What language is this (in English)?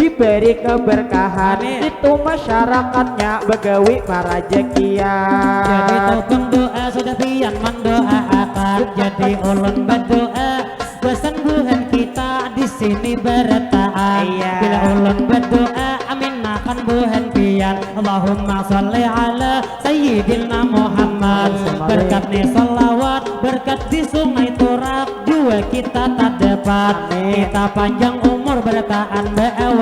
Banjar